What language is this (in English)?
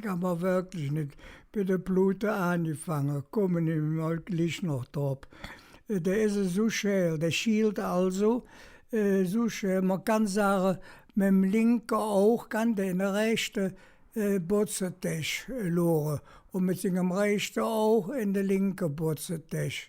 Colognian